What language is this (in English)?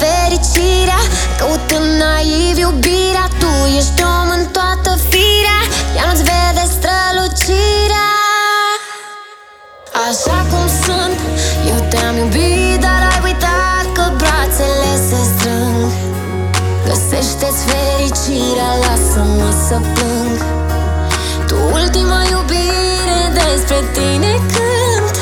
Romanian